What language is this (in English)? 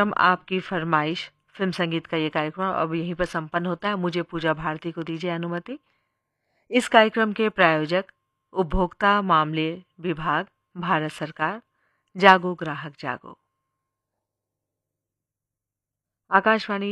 Hindi